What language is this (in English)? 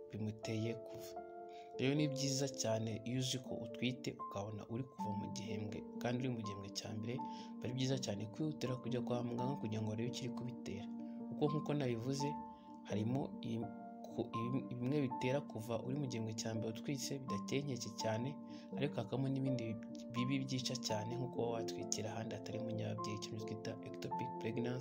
Kinyarwanda